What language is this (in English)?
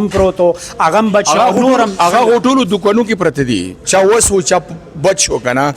Pashto